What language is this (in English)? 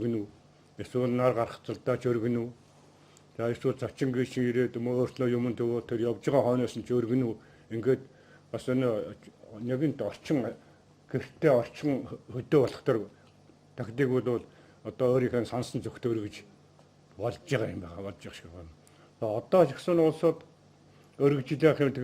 Mongolian